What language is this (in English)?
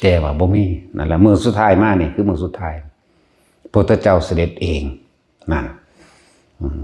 Northeastern Thai